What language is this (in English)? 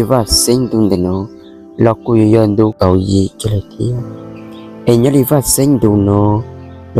Hmong